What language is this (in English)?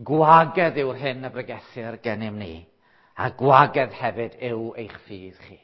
Welsh